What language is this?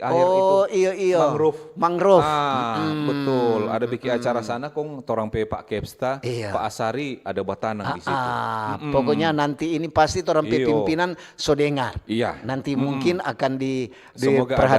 Manado Malay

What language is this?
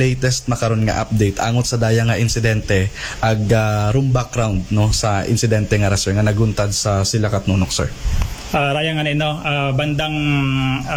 Aklanon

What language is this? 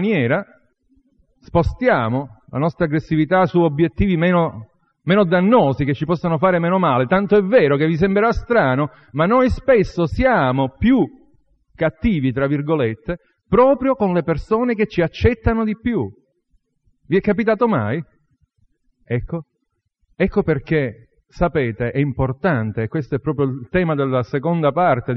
Italian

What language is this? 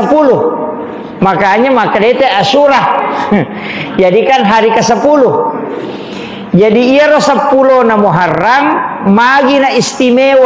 Buginese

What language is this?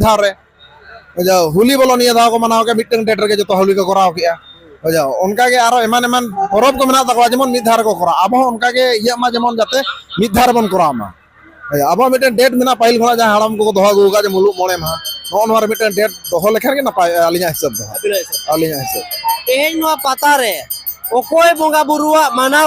Santali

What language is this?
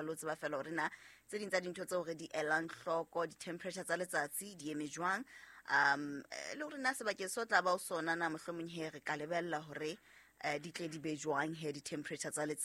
Southern Sotho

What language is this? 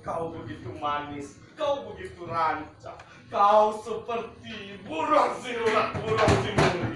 Minangkabau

